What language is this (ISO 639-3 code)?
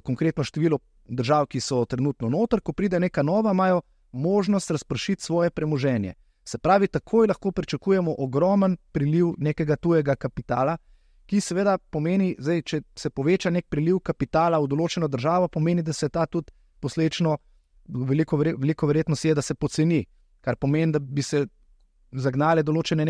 slv